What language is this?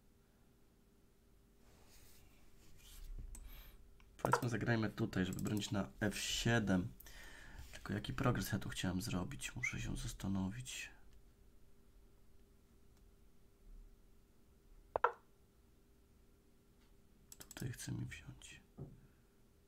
Polish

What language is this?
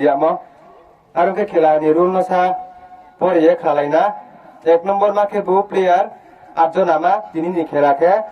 Riang (India)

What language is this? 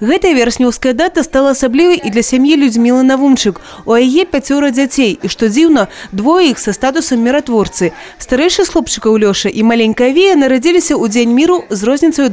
Belarusian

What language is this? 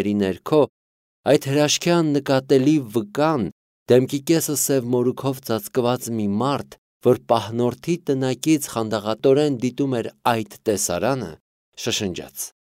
Armenian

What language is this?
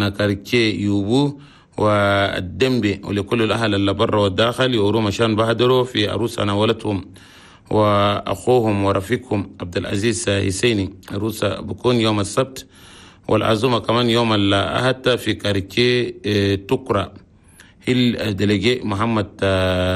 Chadian Arabic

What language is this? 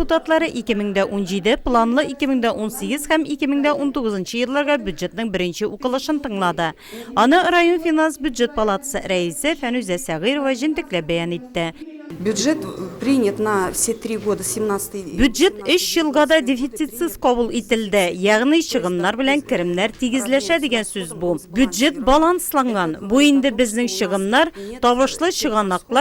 Tatar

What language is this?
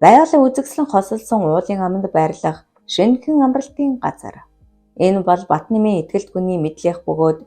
Mongolian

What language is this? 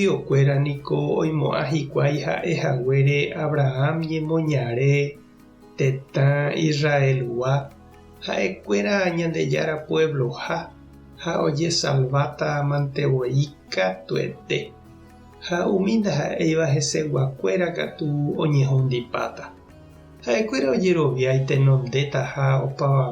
Guarani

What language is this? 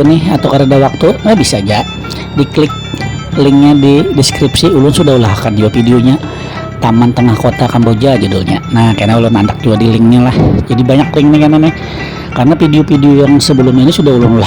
Banjar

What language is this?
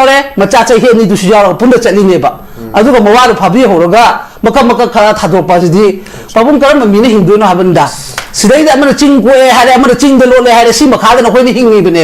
Manipuri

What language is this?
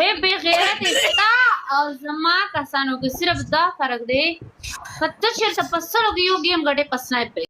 Pashto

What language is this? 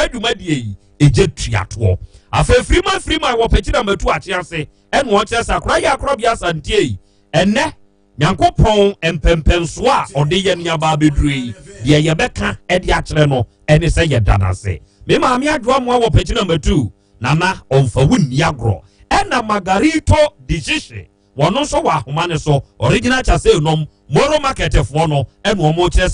Akan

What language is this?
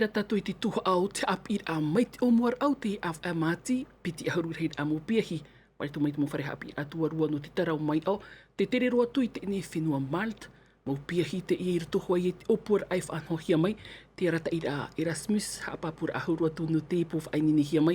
Tahitian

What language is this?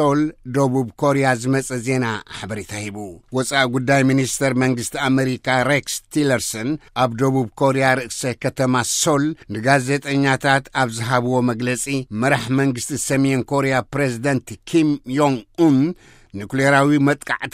Tigrinya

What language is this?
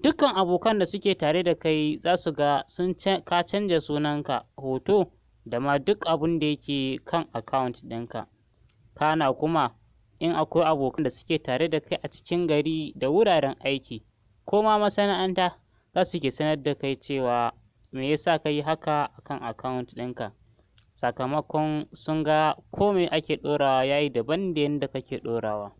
Hausa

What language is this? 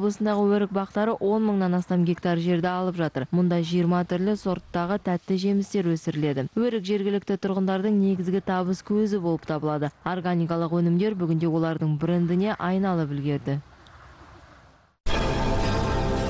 Kazakh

